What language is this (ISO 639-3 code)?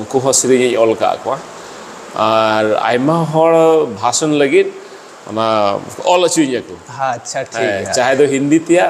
sat